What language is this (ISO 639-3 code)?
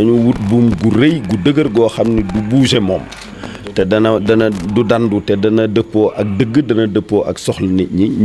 wol